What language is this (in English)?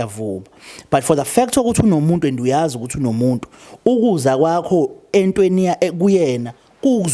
Zulu